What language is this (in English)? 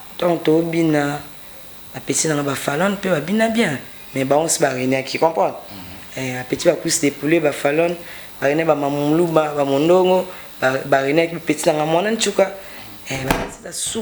Lingala